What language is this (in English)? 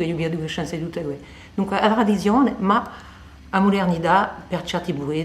Corsican